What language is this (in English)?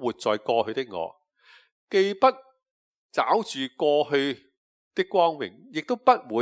Cantonese